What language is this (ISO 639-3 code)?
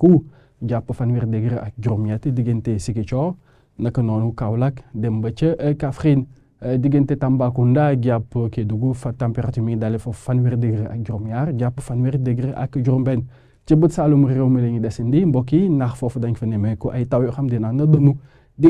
wol